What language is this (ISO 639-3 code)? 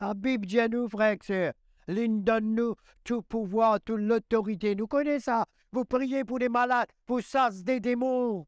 mfe